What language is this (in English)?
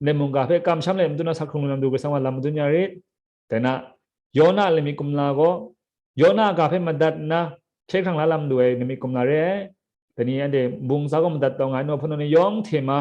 Kachin